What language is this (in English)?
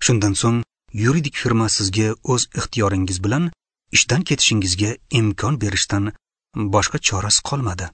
Uzbek